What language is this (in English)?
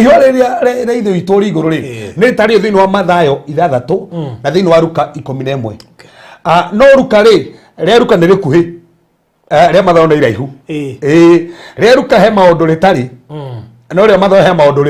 Kikuyu